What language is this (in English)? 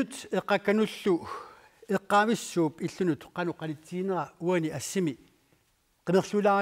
Kalaallisut